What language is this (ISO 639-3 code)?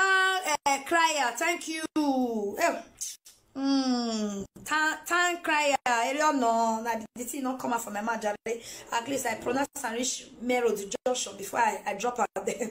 pcm